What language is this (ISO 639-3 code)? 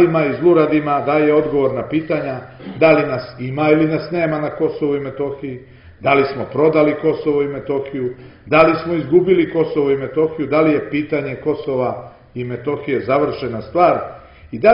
srp